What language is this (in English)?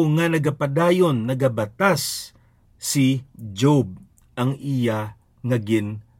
Hiligaynon